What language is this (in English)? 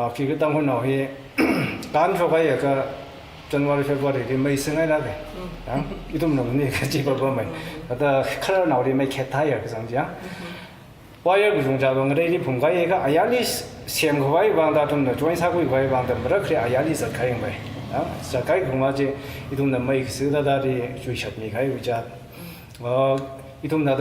Tangkhul Naga (India)